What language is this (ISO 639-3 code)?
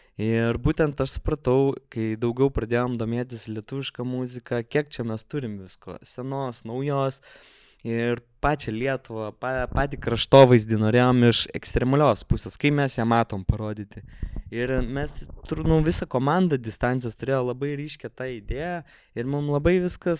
lit